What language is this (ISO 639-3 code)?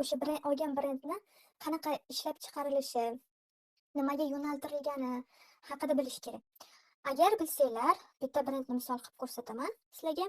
uzb